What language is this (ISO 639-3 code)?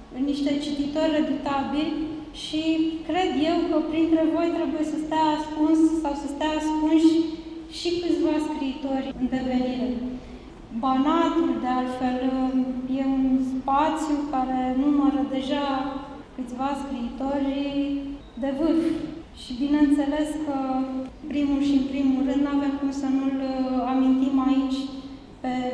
ron